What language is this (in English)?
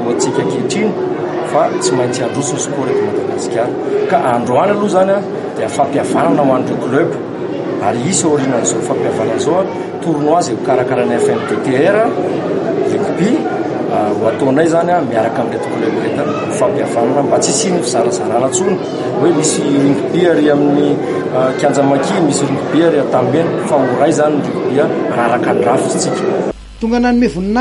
Malagasy